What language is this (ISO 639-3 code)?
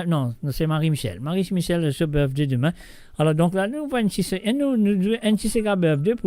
mfe